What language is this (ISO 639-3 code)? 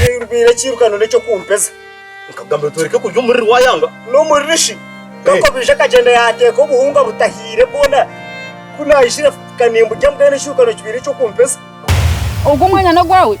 nyn